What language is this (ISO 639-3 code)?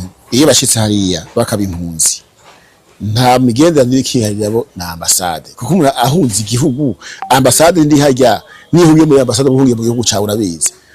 run